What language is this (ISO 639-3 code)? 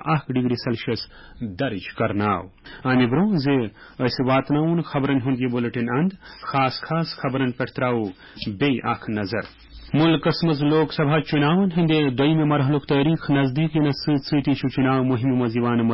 kas